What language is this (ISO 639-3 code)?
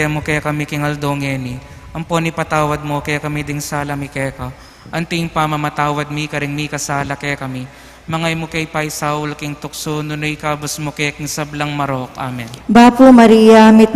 pam